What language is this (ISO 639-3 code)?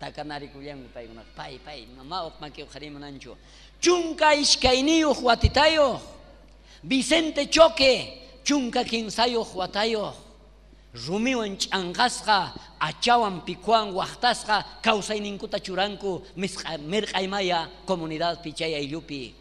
quh